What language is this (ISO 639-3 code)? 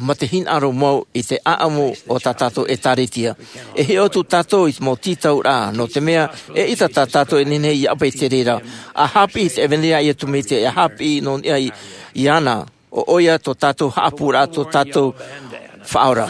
tah